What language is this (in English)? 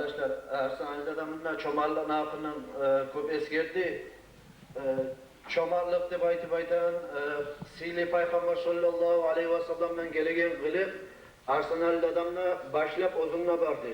Kumyk